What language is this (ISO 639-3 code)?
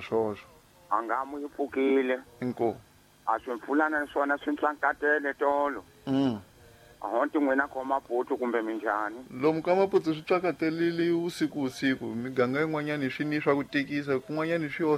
tso